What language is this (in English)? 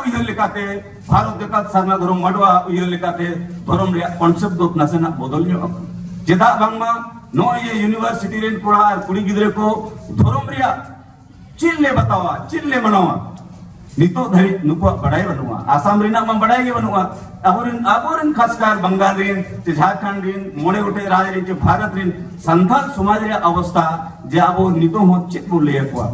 Santali